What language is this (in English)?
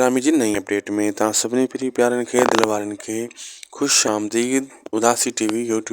Sindhi